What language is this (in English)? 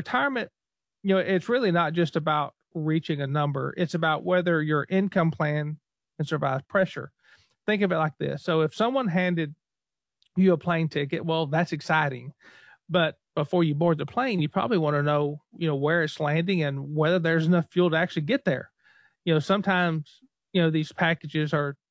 English